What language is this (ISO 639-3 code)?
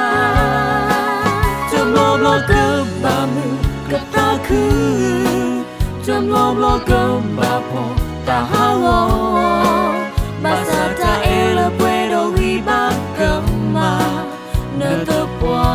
ksw